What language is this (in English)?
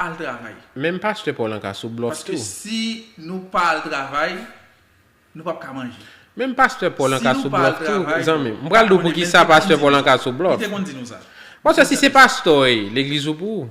Haitian Creole